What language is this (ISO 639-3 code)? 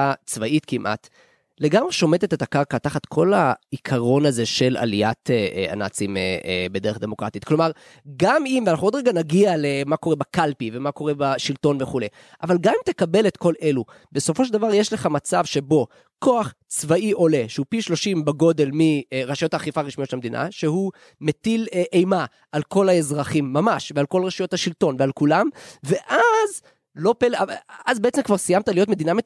heb